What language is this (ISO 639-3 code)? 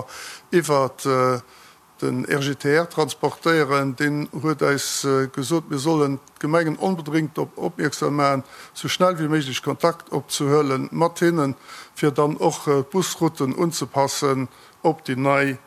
ltz